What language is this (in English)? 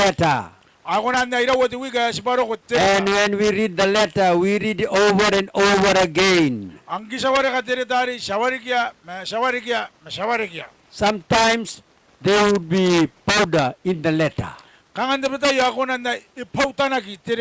Gilbertese